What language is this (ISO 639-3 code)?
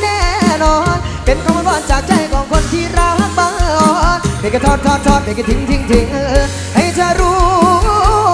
tha